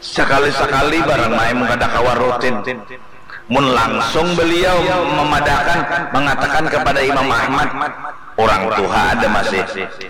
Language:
Banjar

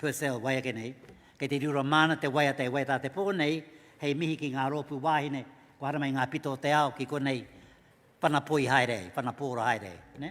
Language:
Māori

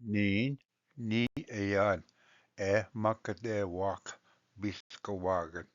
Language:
Ojibwa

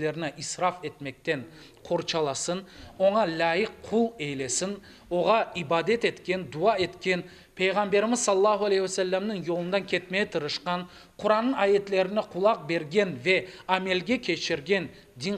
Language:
Crimean Tatar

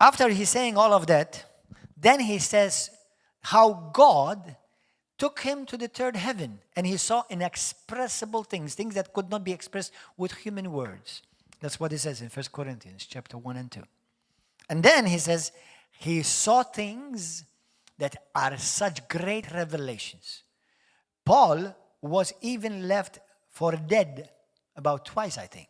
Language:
English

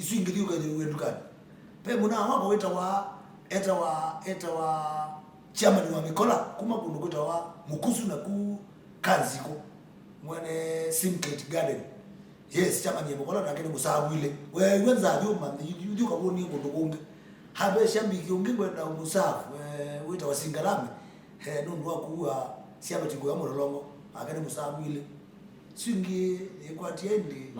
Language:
Kamba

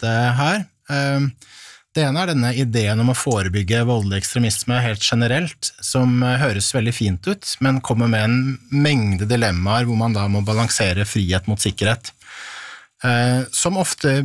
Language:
Norwegian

